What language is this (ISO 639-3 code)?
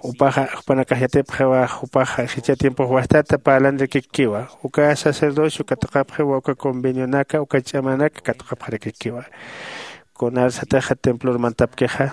aym